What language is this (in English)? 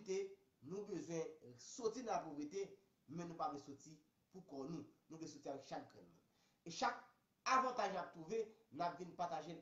Haitian Creole